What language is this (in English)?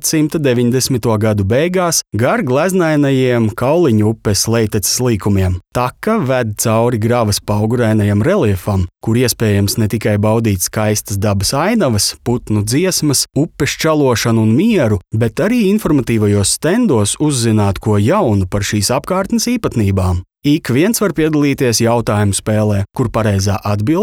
Latvian